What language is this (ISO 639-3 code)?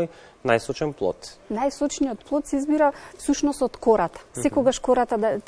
mkd